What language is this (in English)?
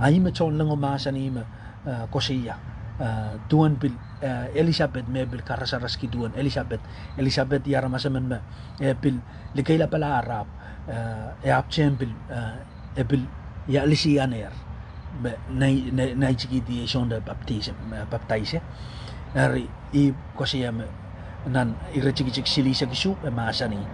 Pohnpeian